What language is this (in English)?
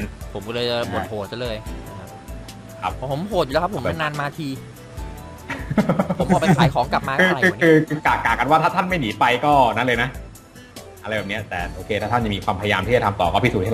Thai